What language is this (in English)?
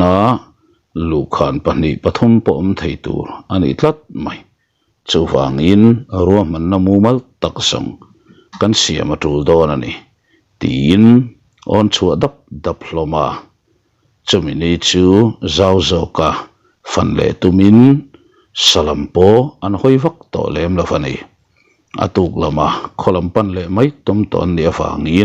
Mizo